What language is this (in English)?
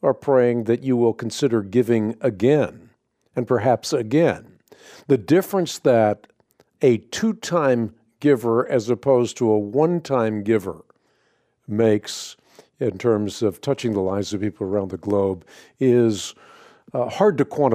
English